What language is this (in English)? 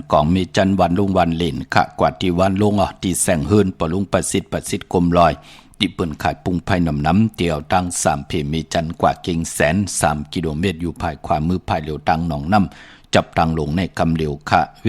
Shan